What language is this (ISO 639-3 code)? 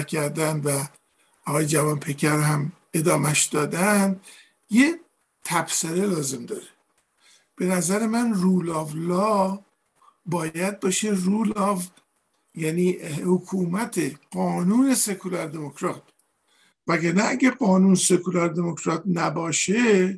fas